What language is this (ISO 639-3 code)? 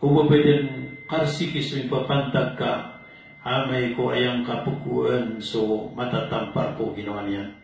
mrw